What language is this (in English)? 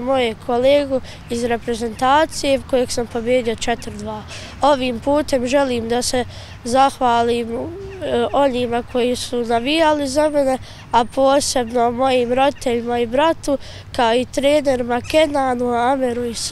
Bosnian